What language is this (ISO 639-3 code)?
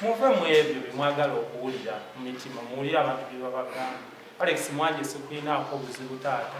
lug